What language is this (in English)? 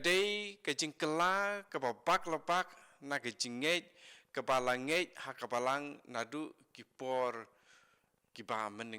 Khasi